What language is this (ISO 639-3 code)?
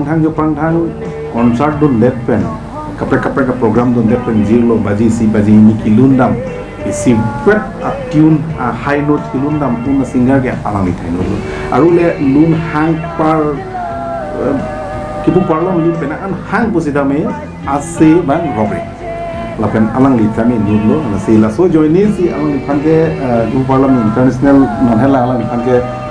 mjw